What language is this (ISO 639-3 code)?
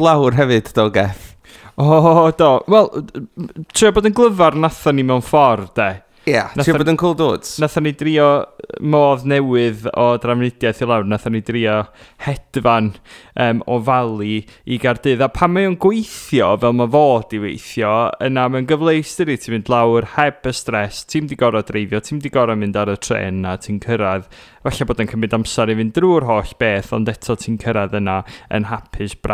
cym